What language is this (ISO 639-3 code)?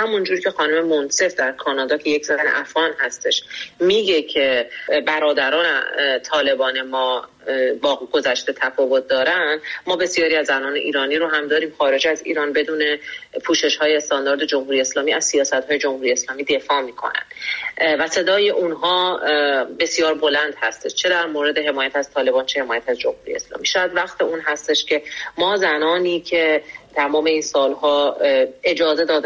fas